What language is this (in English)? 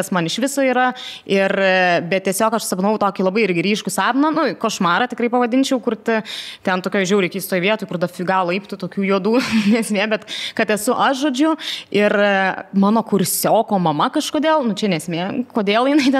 Lithuanian